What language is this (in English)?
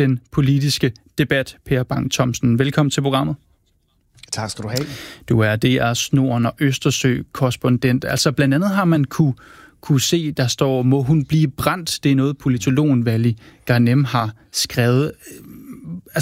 Danish